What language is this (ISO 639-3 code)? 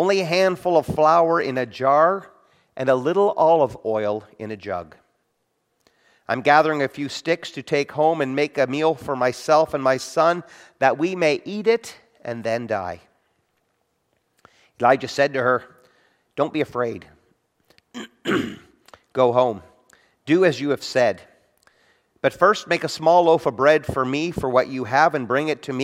eng